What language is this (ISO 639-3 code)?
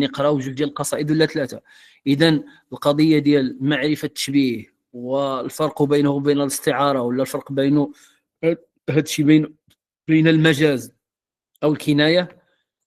ary